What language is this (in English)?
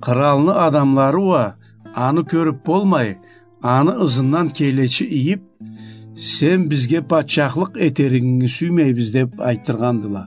Karachay-Balkar